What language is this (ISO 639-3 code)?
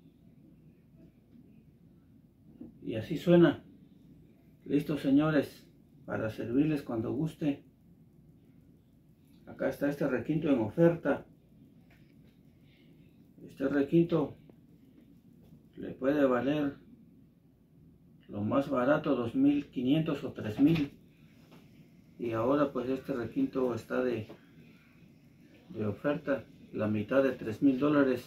spa